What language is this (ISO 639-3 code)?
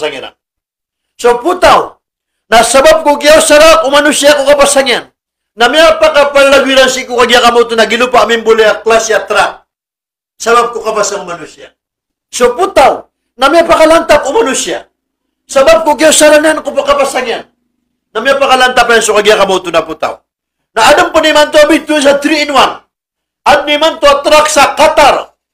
mrw